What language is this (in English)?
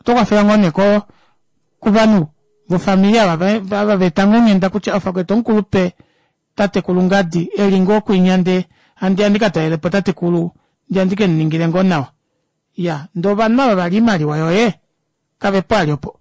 Kuanyama